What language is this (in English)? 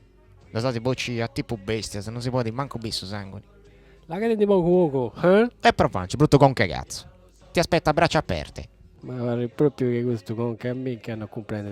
Sardinian